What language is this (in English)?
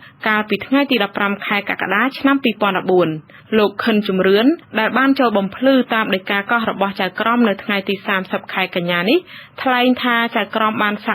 Khmer